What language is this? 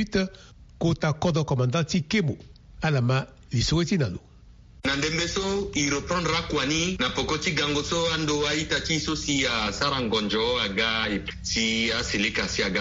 Sango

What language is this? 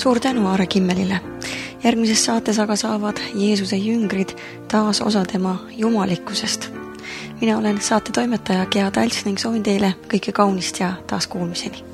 Estonian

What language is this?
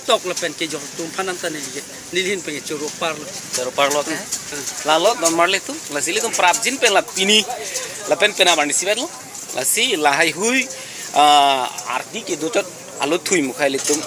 Karbi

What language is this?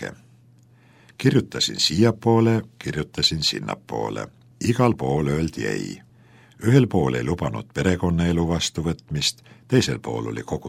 Estonian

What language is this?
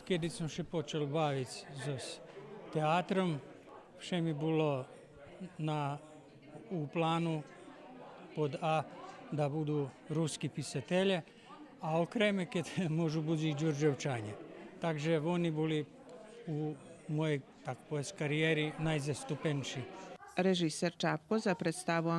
Rusyn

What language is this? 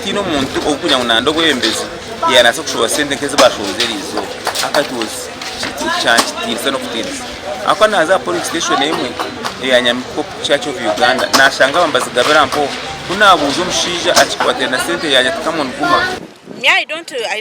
Nyankole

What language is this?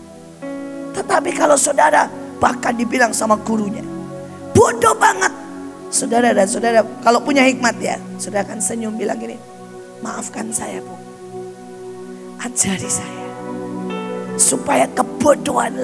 Indonesian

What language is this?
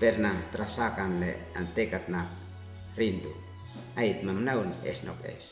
Uab Meto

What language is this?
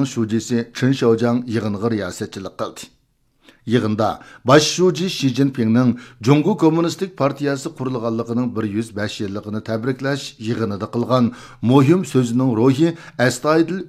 Uyghur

